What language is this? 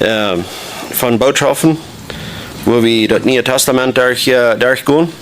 Plautdietsch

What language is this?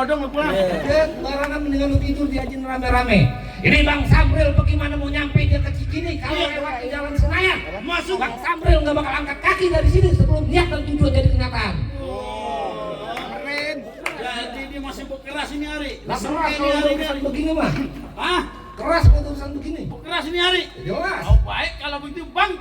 Betawi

